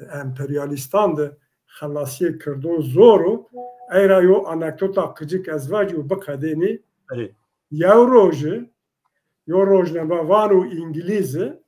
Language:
Zaza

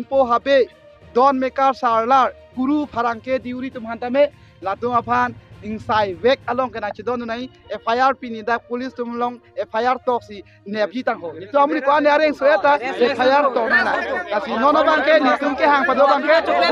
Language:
Karbi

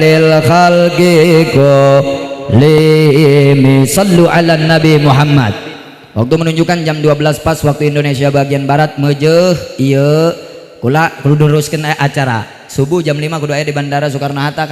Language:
Sundanese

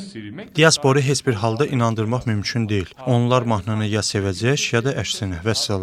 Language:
Azerbaijani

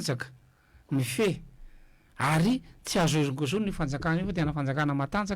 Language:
Malagasy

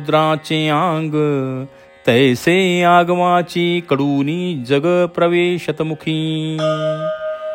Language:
Marathi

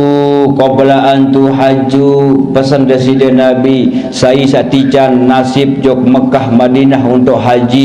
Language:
Sasak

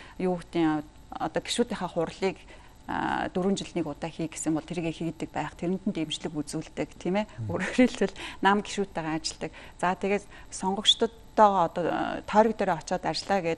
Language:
Mongolian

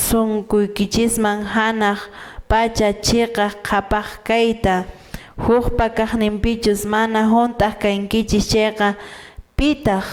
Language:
Quechua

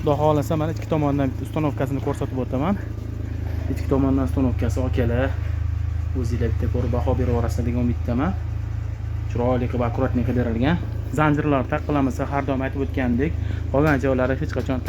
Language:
Uzbek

